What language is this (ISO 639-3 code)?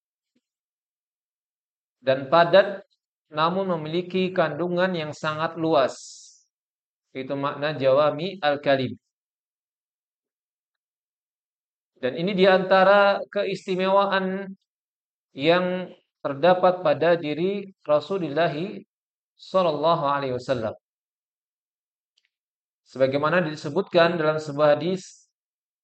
ind